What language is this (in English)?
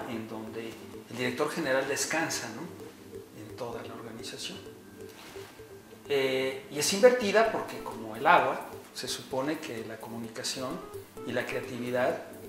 Spanish